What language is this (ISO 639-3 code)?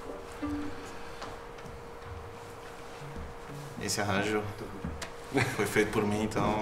por